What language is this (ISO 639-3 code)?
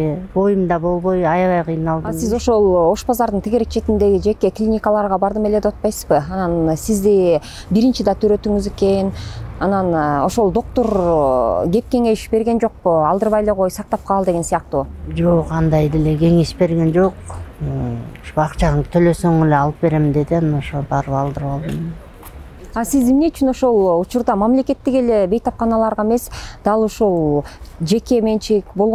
kir